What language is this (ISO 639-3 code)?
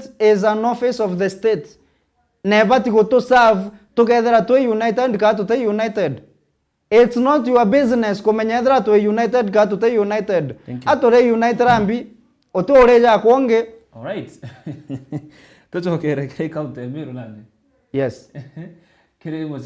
mer